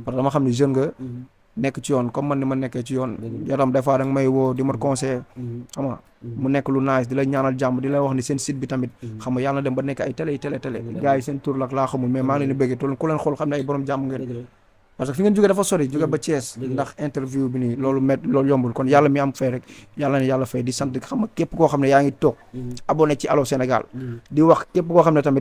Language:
Wolof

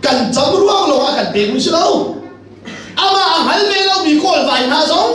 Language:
Hakha Chin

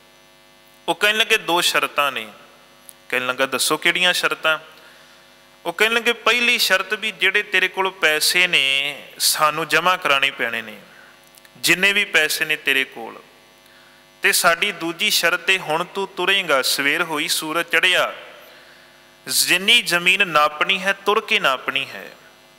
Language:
Punjabi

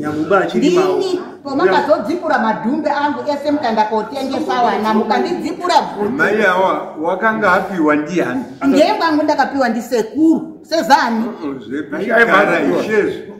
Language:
Shona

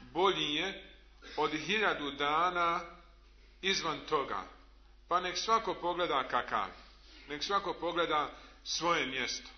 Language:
Bosnian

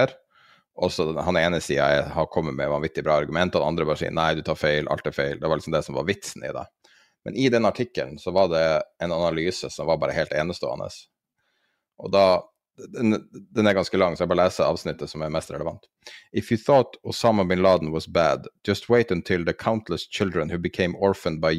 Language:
Norwegian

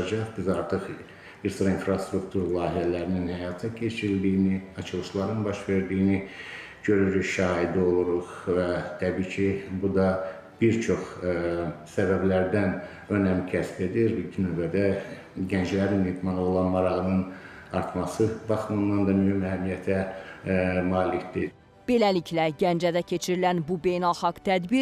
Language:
Azerbaijani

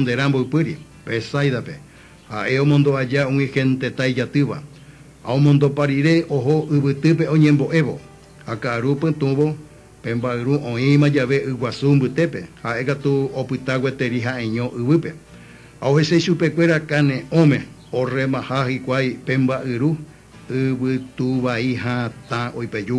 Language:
Guarani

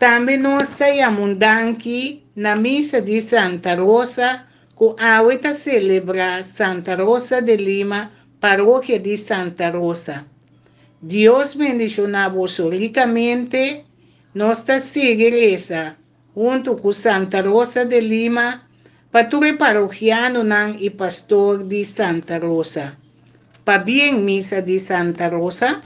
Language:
Papiamento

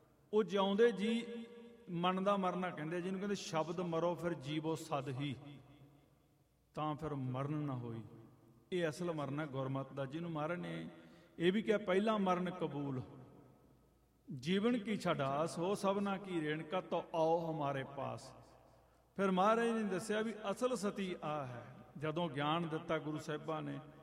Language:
Punjabi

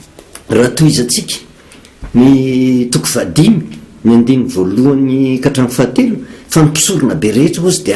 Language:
Malagasy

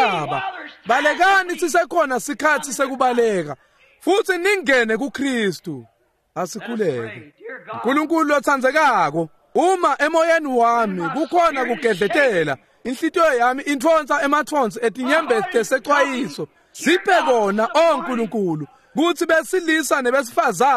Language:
Swati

